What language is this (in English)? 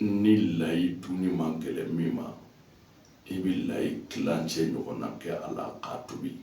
Bambara